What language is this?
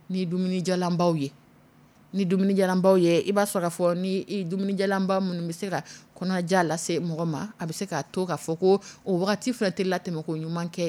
Dyula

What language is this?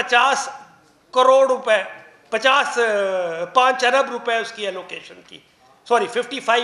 Urdu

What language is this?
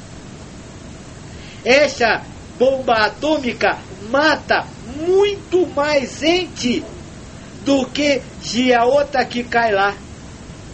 Portuguese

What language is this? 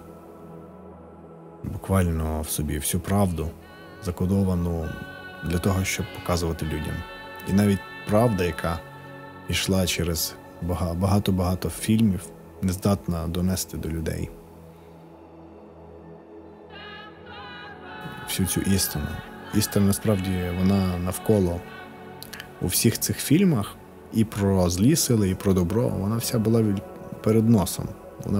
Ukrainian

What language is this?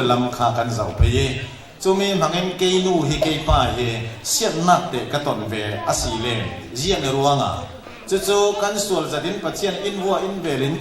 Falam Chin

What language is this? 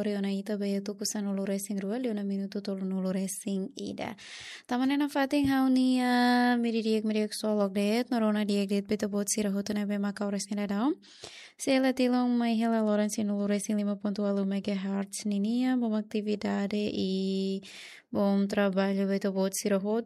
Tetum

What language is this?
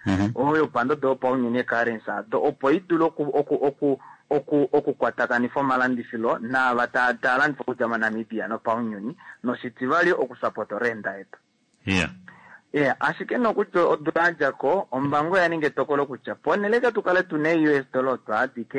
Kuanyama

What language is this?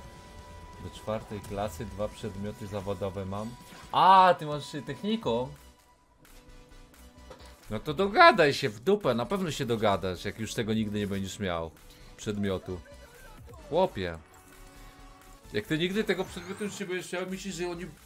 Polish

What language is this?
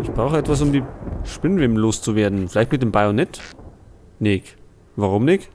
Bavarian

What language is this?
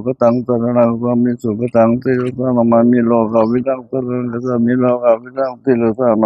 Pali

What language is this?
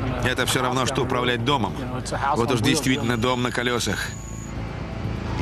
Russian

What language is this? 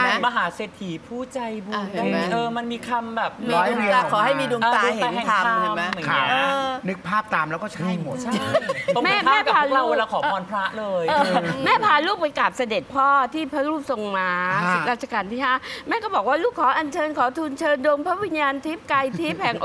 Thai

